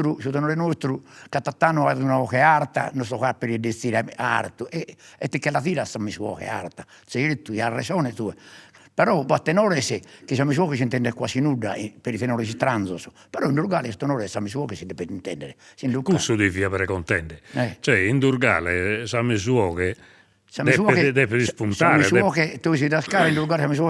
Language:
Sardinian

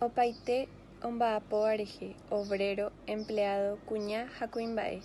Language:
Guarani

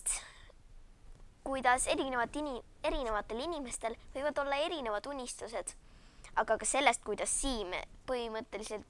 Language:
Estonian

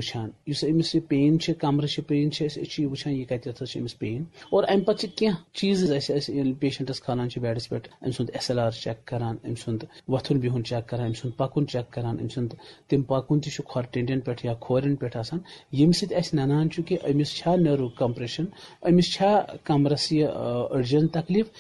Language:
Kashmiri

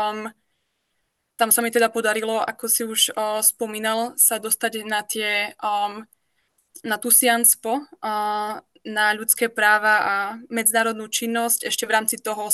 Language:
Slovak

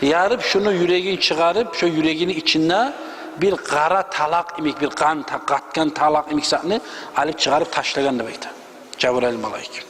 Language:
Kumyk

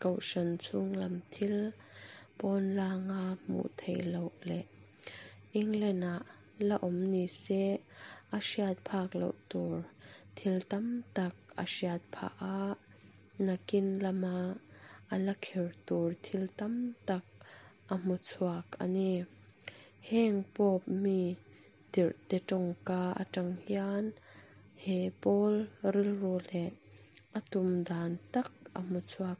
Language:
Mizo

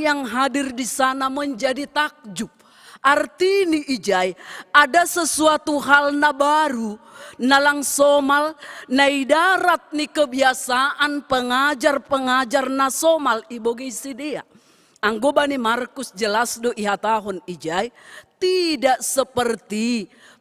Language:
Batak Simalungun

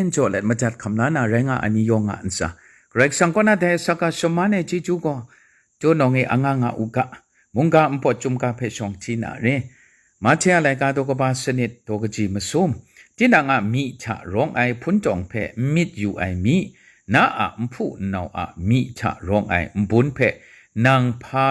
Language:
Kachin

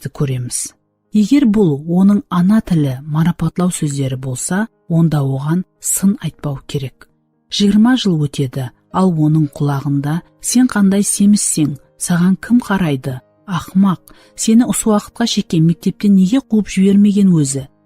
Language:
Kara-Kalpak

